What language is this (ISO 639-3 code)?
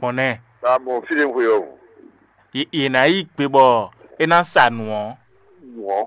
fon